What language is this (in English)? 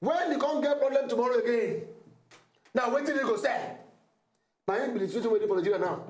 Nigerian Pidgin